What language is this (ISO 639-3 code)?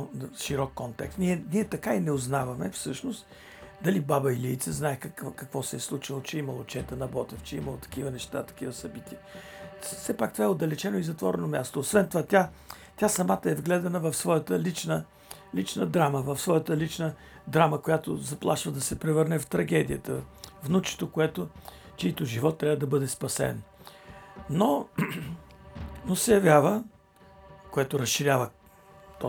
bul